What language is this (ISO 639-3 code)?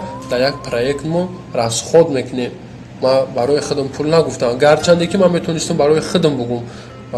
tgk